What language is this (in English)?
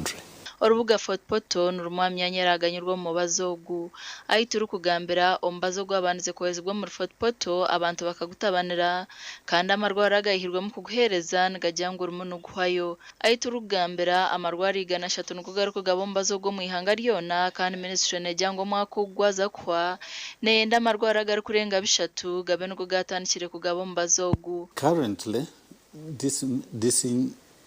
Nyankole